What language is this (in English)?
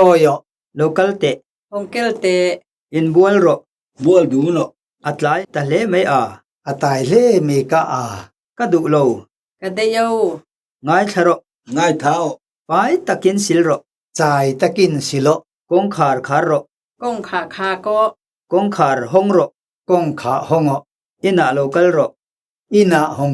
Mizo